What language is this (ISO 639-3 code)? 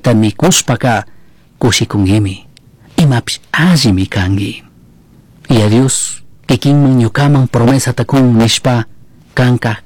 qug